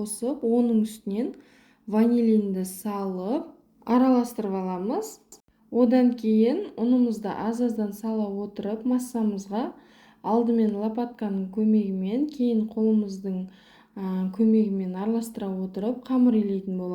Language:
Kazakh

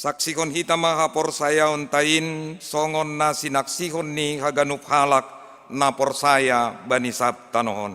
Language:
Batak Simalungun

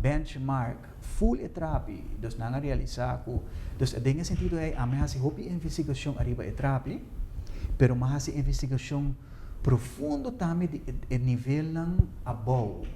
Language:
Papiamento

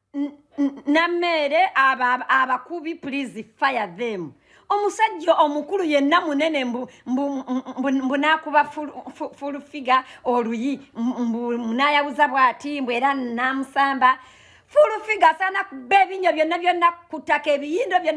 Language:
Ganda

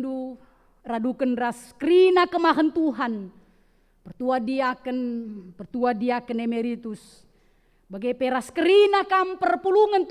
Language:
Batak Karo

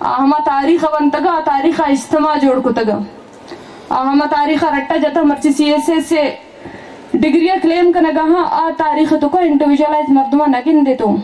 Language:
Baluchi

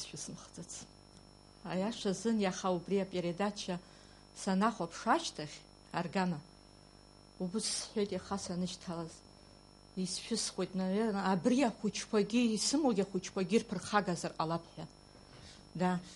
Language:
Abkhazian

